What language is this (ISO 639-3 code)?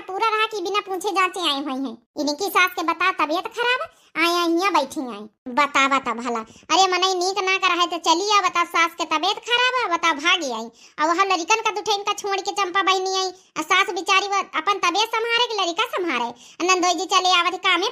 awa